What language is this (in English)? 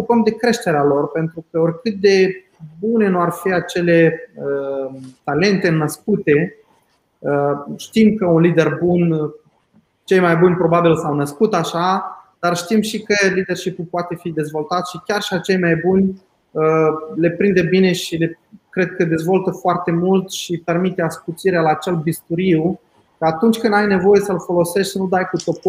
Romanian